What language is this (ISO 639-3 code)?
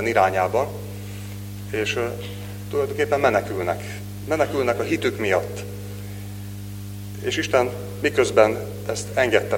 hun